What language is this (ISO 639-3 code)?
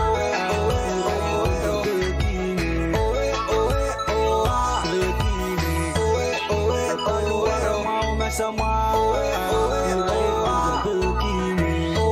pon